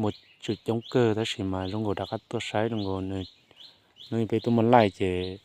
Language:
Hmong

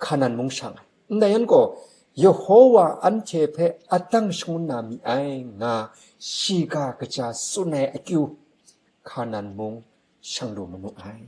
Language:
Kachin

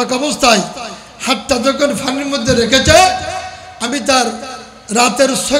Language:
Bangla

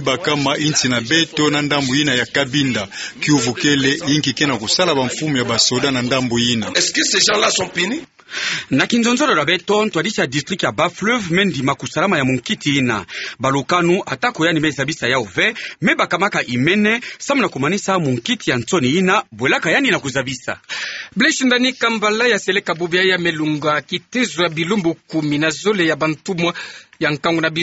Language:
Kituba (Democratic Republic of Congo)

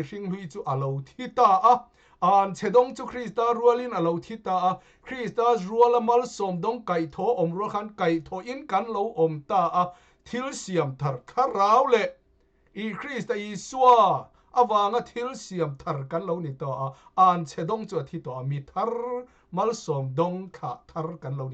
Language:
Mizo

